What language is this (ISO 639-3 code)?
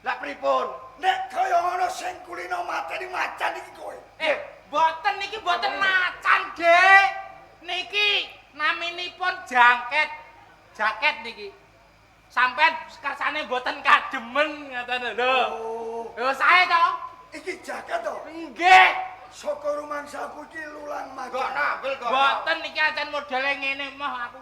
jav